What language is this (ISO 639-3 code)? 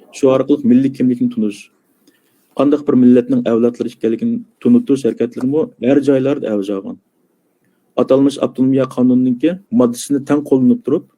uig